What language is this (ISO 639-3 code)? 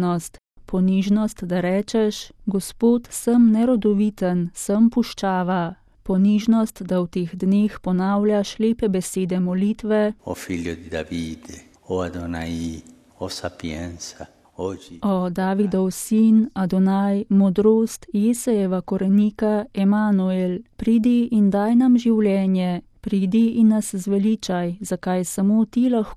slv